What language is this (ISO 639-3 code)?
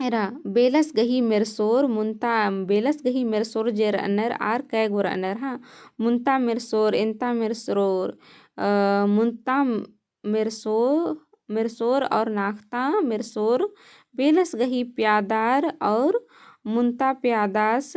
kru